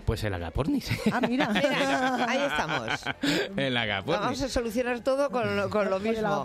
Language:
Spanish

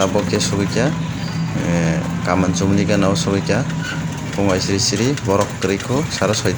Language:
Kok Borok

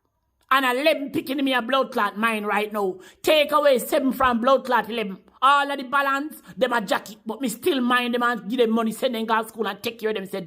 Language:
Jamaican Creole English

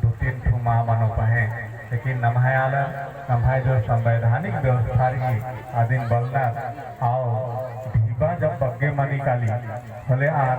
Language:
Kurukh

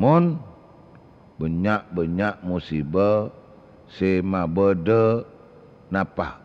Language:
Madurese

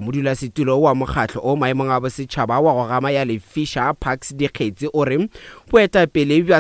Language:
Northern Sotho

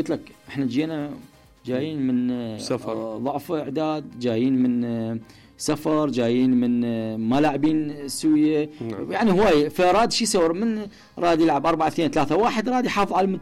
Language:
Mesopotamian Arabic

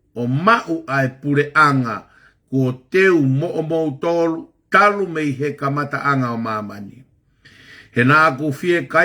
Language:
Tongan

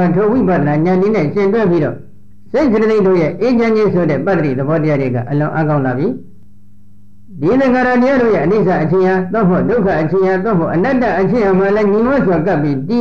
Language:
Burmese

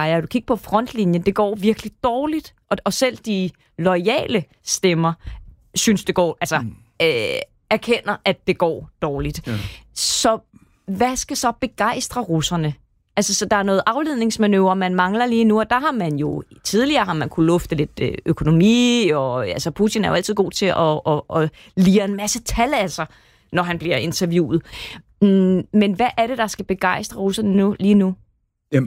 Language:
Danish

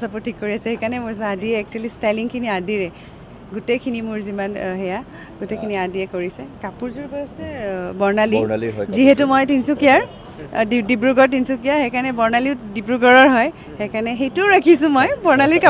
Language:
Assamese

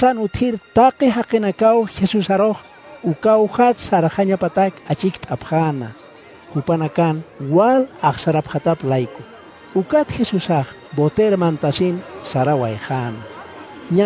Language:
Aymara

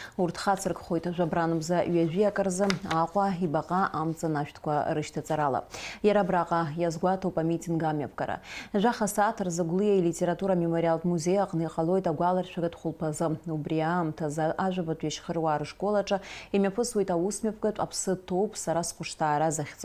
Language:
Abkhazian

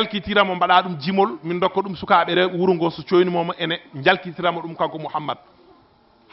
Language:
Fula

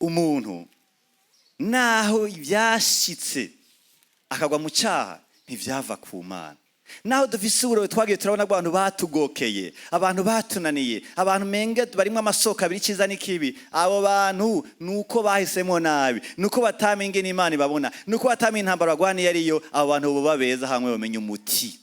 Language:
Rundi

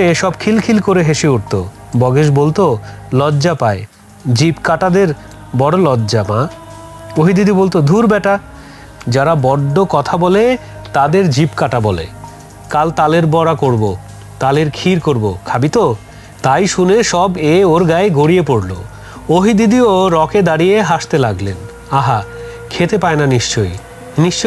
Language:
Bangla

